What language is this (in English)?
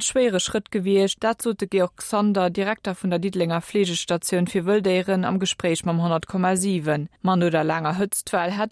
Luxembourgish